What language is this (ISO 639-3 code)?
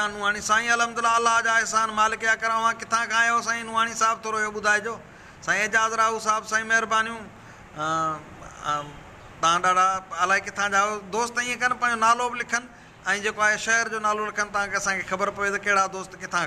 snd